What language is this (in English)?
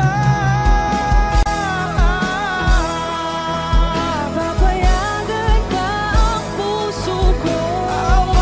Filipino